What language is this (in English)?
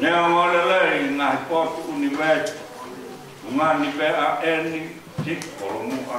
Tongan